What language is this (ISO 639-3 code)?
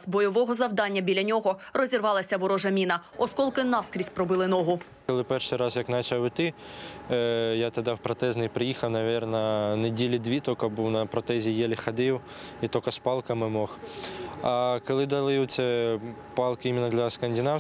ukr